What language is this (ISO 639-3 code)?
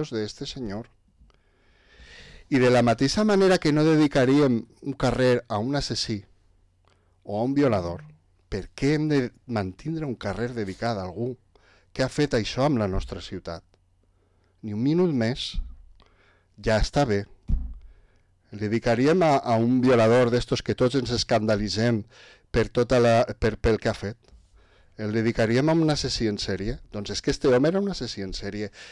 cat